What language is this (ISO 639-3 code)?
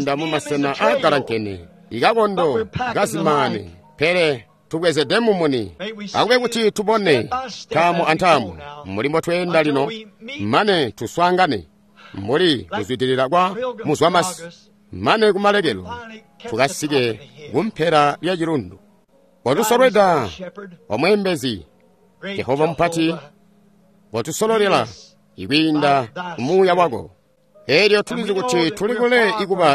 toi